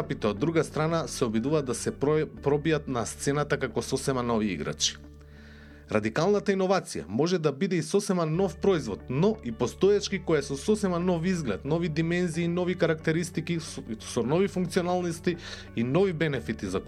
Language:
Macedonian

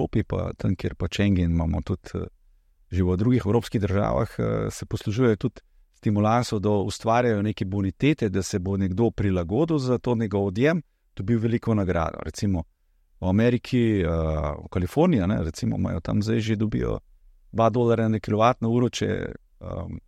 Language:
Slovenian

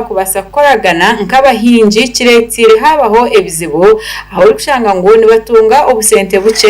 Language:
Nyankole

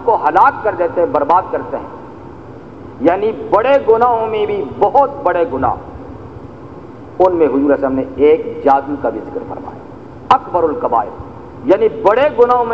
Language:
Urdu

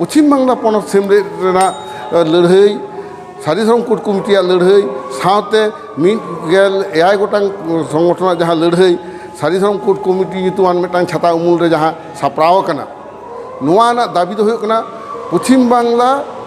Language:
Santali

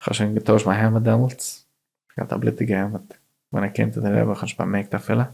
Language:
Yiddish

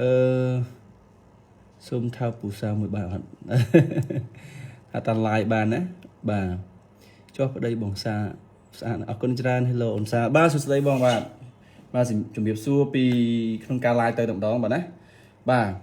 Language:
Khmer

